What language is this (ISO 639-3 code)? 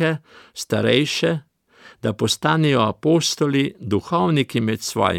slv